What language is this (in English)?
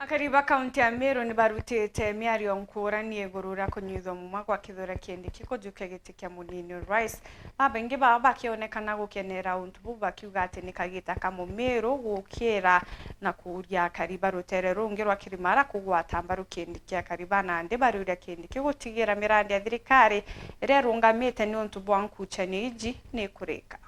Meru